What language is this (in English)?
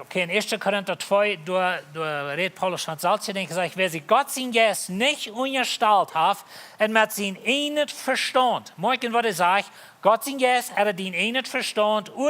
Plautdietsch